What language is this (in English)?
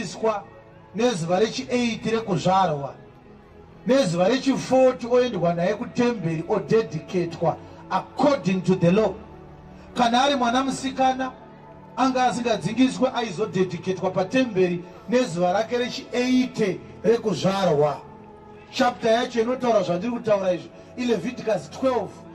Shona